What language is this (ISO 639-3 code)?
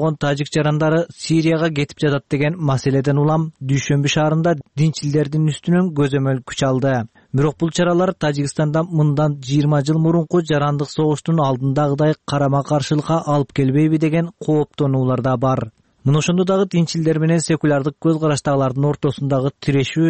kir